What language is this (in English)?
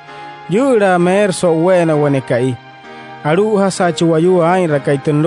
Wayuu